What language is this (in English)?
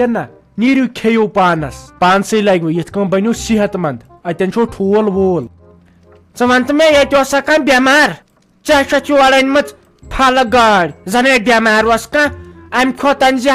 Kashmiri